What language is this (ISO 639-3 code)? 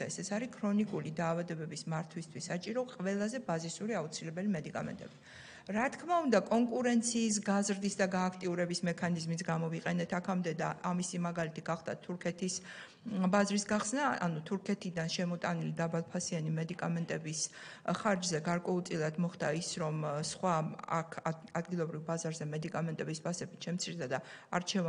kat